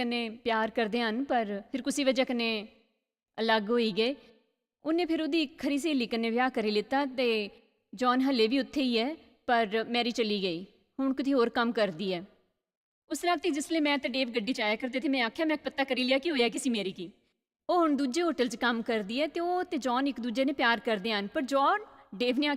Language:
Dogri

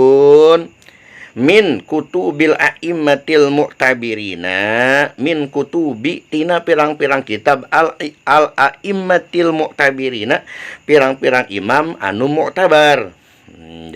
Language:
Sundanese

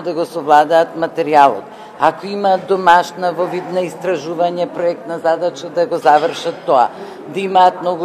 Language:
Macedonian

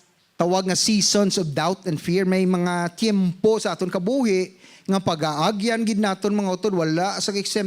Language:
Hiligaynon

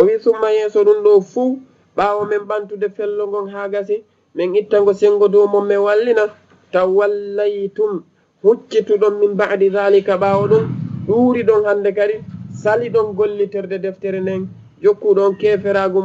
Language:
Fula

